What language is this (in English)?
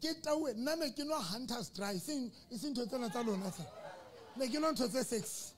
Southern Sotho